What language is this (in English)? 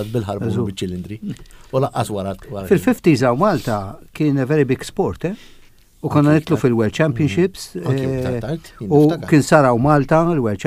Maltese